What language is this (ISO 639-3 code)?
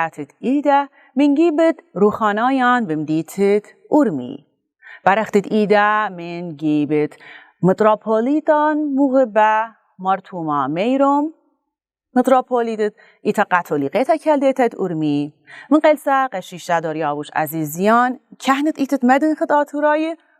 aii